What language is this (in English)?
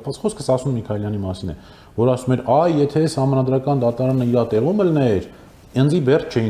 Armenian